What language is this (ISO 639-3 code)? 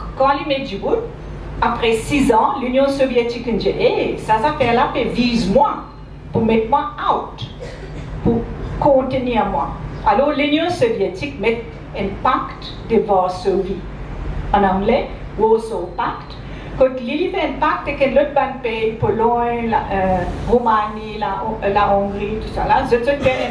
mfe